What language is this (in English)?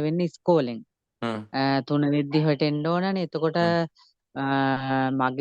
Sinhala